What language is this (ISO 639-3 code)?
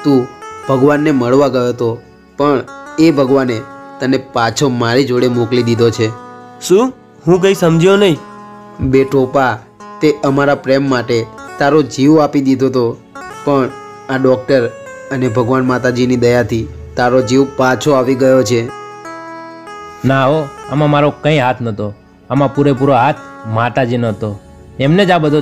guj